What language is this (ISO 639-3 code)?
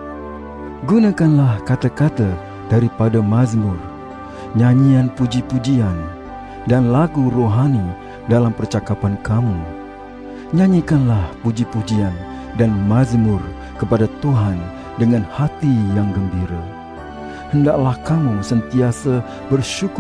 msa